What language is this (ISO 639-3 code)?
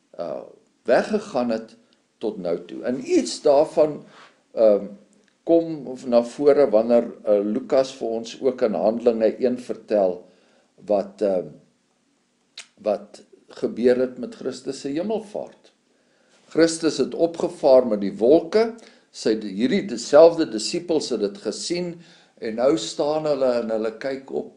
afr